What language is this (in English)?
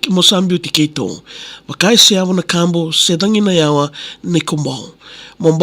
Fijian